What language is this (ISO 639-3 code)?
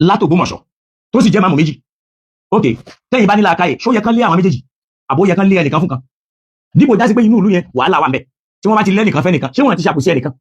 yor